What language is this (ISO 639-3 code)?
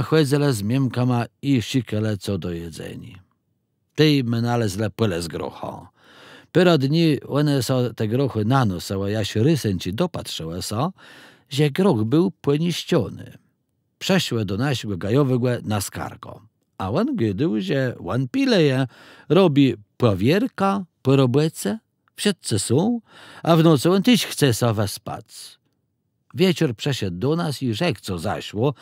csb